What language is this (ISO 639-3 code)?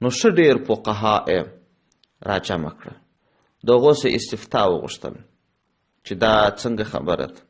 pus